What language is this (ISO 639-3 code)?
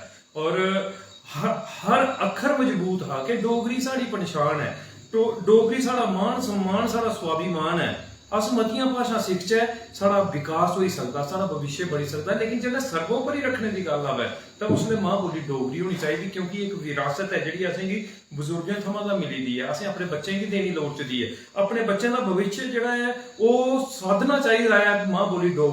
doi